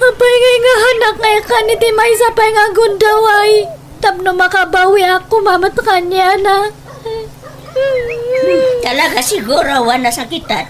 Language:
Iloko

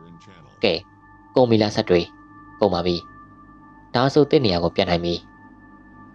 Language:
Burmese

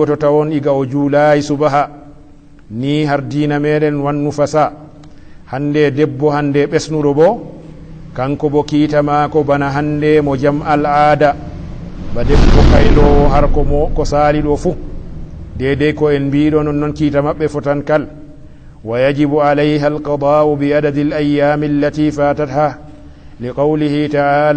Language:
Fula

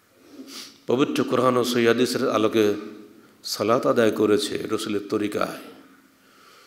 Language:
Bangla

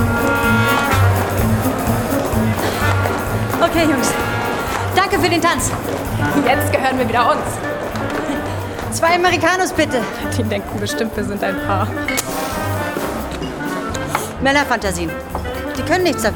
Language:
German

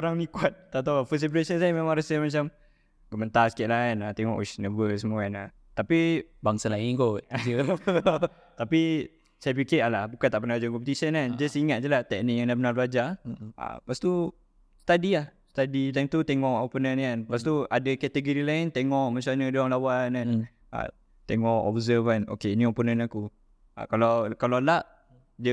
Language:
Malay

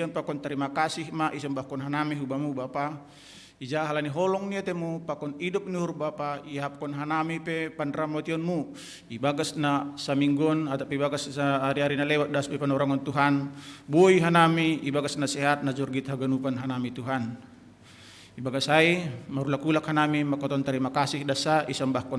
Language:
Batak Simalungun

